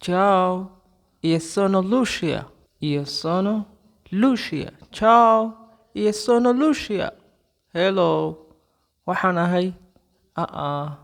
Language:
Somali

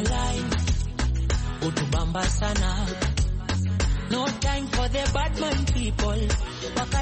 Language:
Swahili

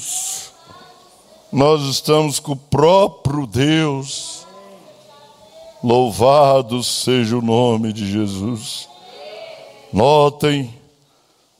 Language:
Portuguese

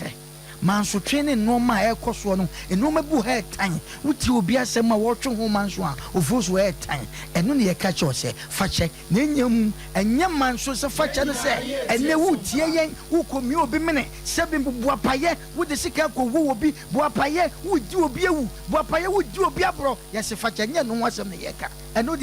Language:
Akan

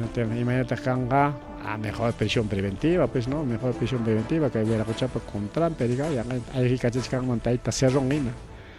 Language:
Ayacucho Quechua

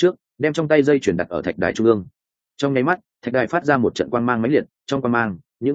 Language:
Vietnamese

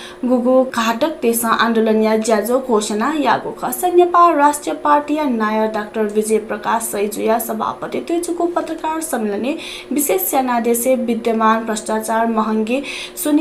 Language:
Newari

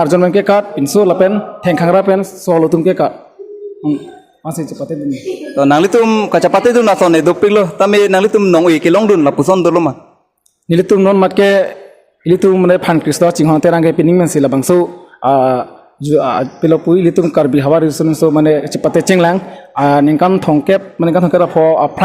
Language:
Karbi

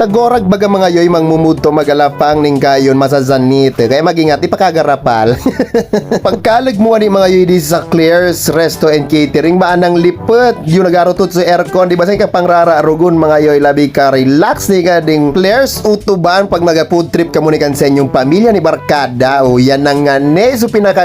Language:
Bikol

